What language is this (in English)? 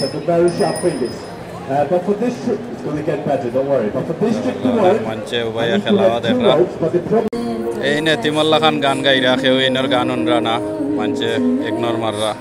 Sylheti